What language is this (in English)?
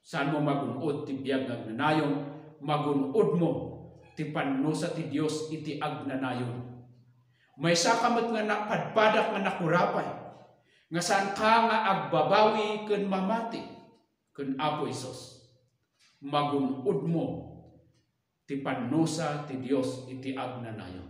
Iloko